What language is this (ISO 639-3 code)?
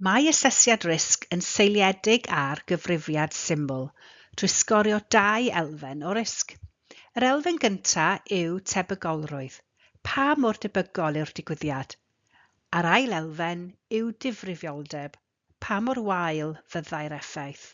cym